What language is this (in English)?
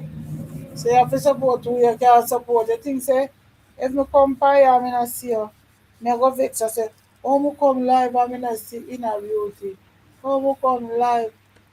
Jamaican Creole English